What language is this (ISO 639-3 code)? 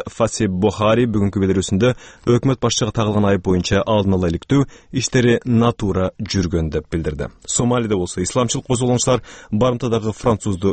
kir